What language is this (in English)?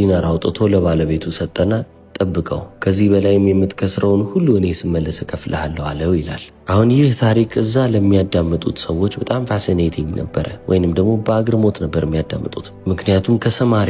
Amharic